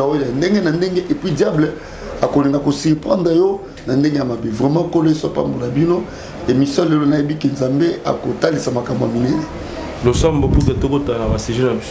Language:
Lingala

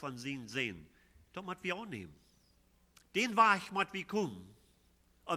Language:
Plautdietsch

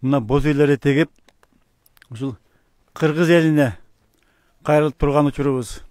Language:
Kyrgyz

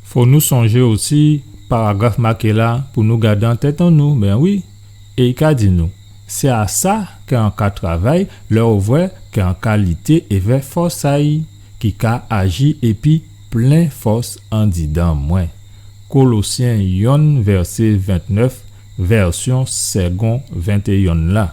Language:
Guadeloupean Creole French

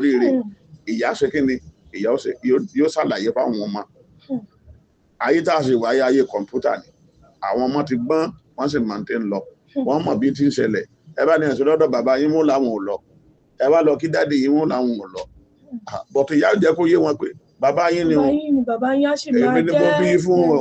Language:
Yoruba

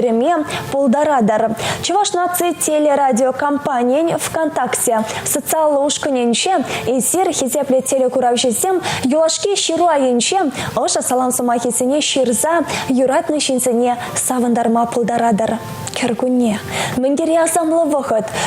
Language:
Chuvash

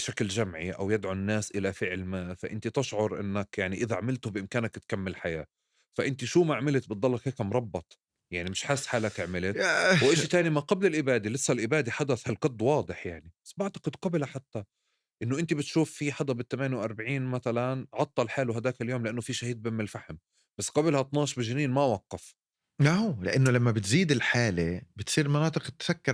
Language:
North Levantine Arabic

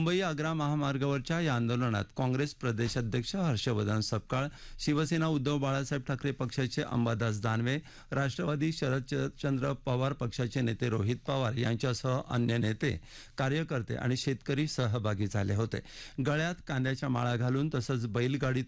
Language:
Marathi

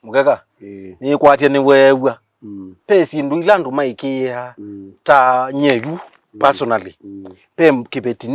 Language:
Kamba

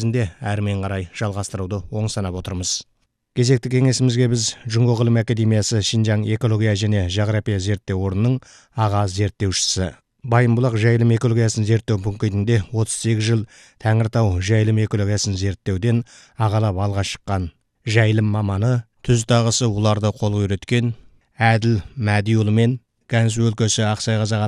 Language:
Kazakh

